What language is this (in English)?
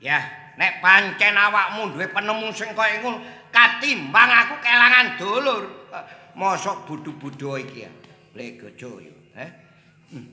Javanese